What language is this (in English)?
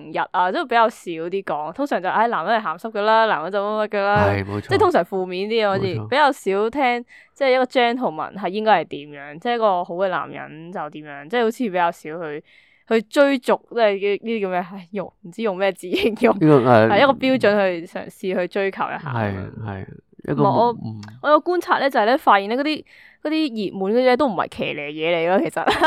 Cantonese